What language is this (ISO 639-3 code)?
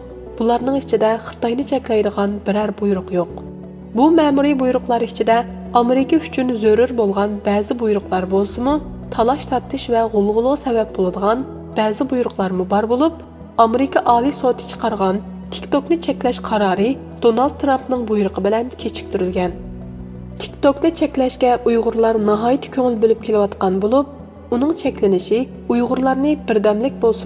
uig